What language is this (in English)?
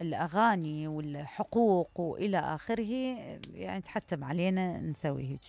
Mesopotamian Arabic